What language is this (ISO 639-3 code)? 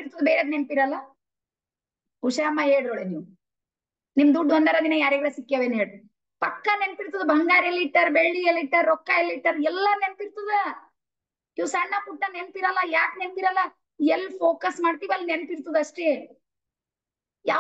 kan